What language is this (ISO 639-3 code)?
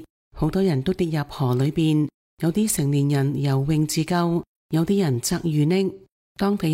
yue